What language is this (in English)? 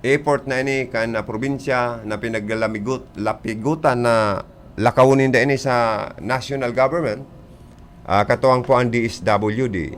Bikol